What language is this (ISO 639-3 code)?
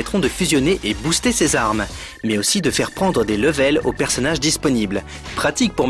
fra